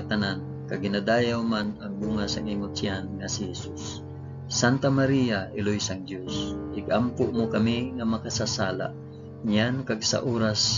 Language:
Hiligaynon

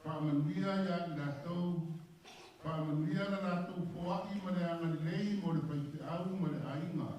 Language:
Samoan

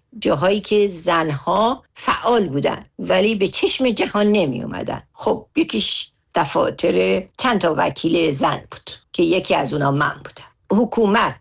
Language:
Persian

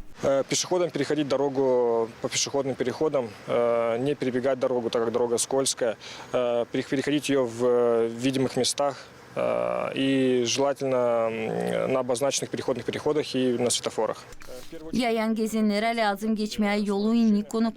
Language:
Gagauz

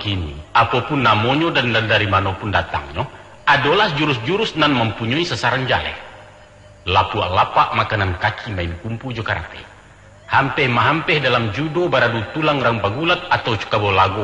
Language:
Minangkabau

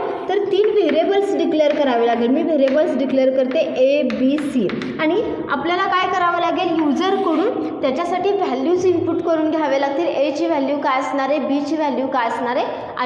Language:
Marathi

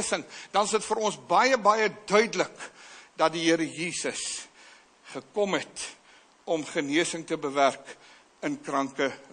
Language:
Afrikaans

